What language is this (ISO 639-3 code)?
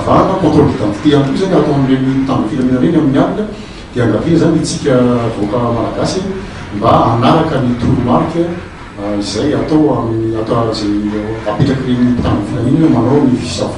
mlg